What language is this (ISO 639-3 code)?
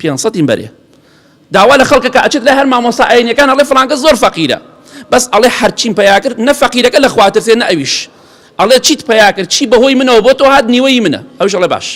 ckb